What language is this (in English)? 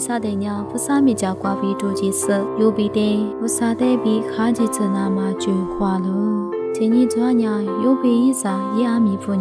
Lisu